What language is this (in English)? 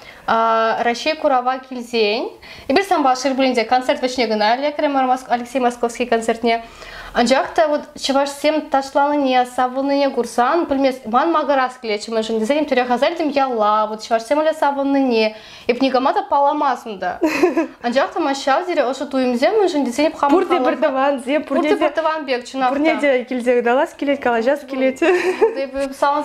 Chuvash